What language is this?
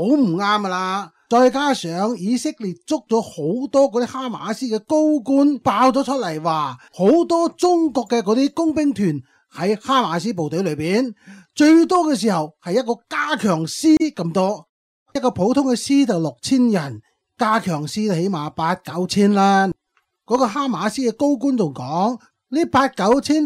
Cantonese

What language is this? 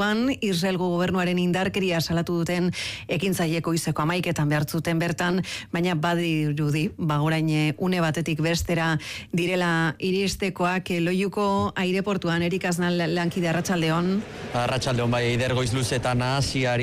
Basque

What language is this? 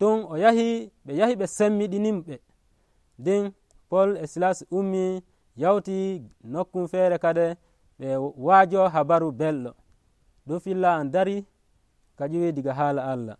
Nigerian Fulfulde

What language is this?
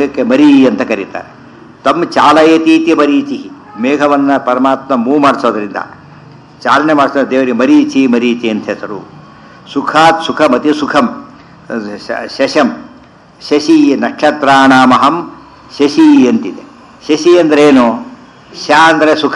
Kannada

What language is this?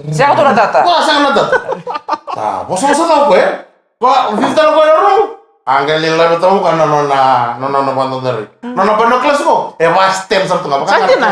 Fijian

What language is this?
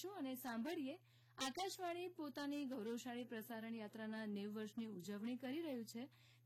Gujarati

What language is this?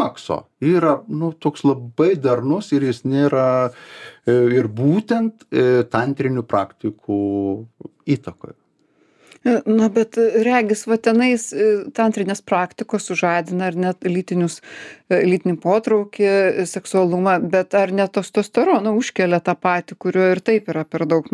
Lithuanian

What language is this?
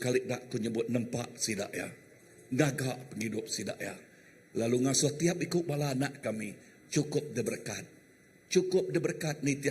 Iban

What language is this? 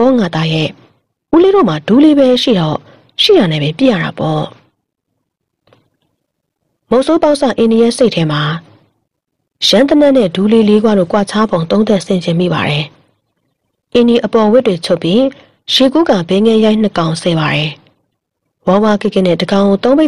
Burmese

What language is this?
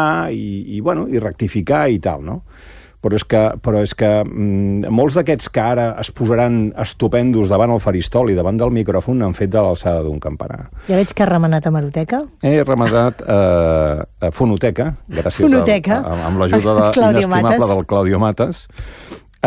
Catalan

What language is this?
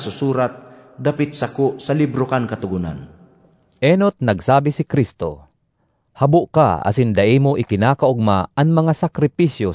Bikol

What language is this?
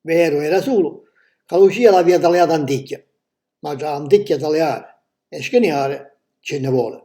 Sicilian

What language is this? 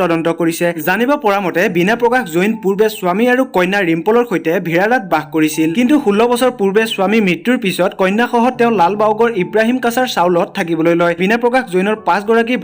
Assamese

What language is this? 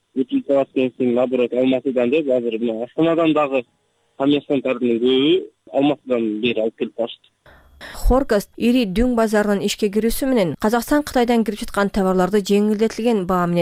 Kyrgyz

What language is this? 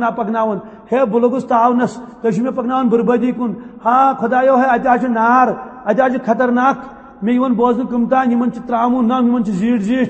Kashmiri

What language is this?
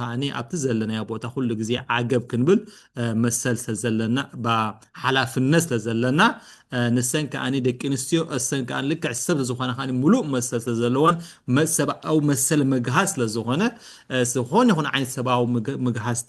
Tigrinya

